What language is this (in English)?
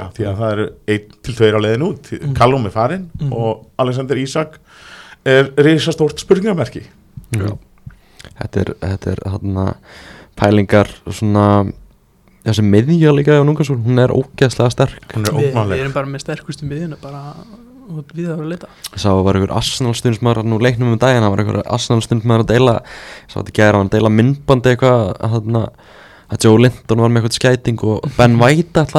Icelandic